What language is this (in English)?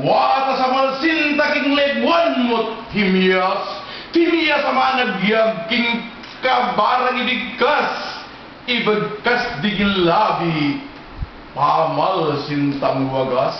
Pampanga